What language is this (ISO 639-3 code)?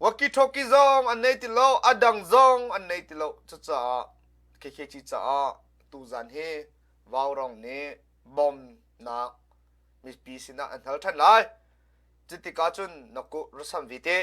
cnh